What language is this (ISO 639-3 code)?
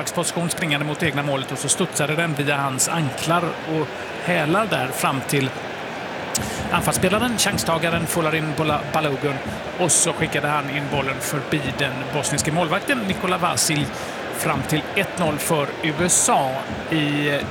swe